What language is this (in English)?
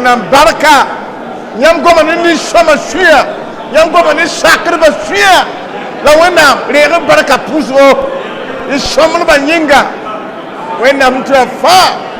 Mossi